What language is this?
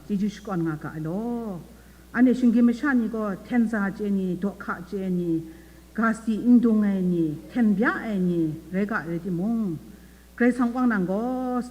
Kachin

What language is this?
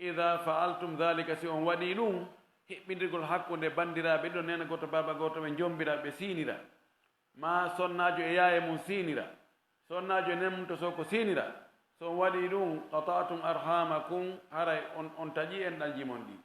Fula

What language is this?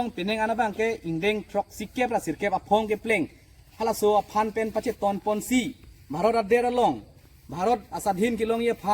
Karbi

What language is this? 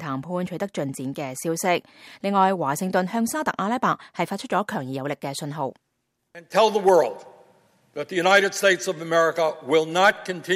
Cantonese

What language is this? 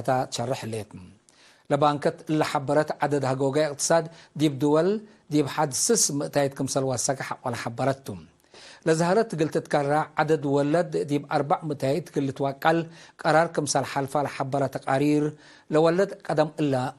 Tigre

